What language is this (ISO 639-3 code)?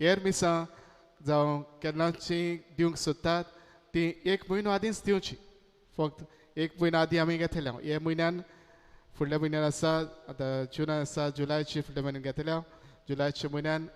kok